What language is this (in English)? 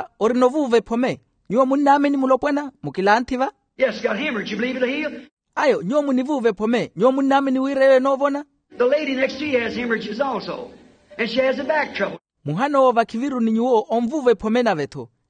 Makhuwa